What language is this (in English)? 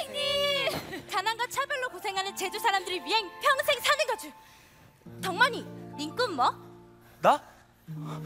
Korean